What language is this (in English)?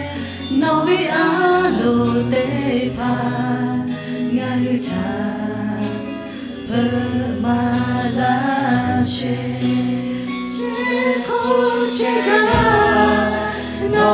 Lahu